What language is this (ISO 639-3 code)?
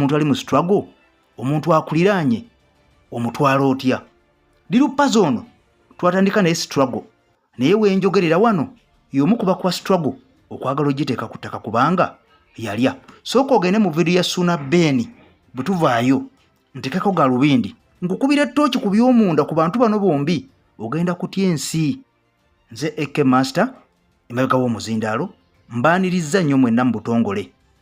lug